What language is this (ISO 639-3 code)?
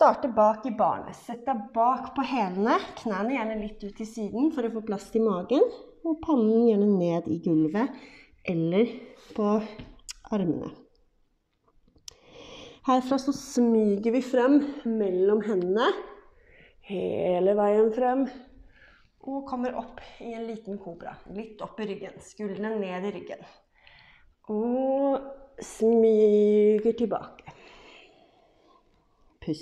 nor